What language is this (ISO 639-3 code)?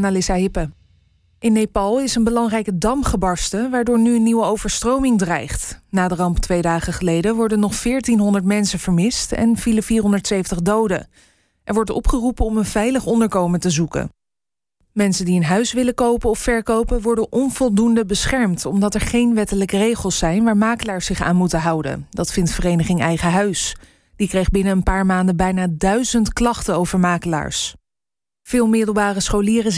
nld